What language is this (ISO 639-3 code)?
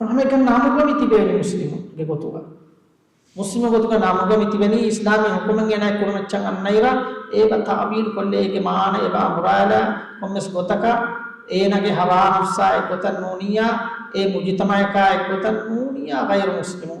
div